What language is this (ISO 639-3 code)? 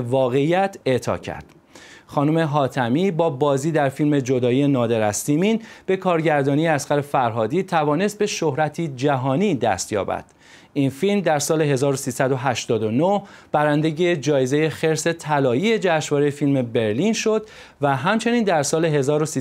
fas